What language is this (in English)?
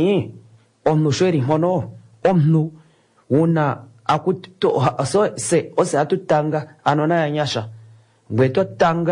Kuanyama